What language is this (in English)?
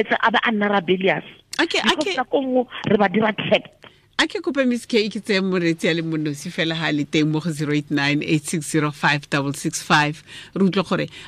Tswana